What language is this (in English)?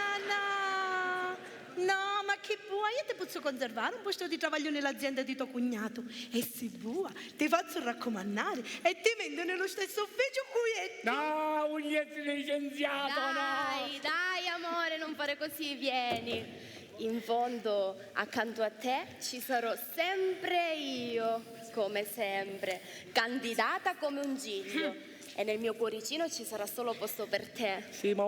Sicilian